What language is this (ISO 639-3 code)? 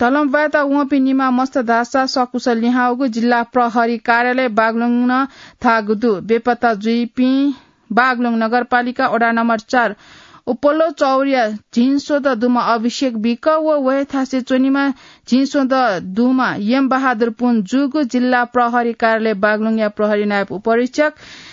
new